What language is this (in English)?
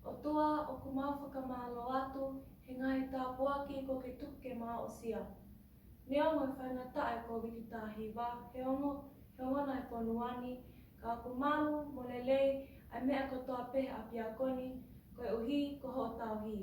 Tongan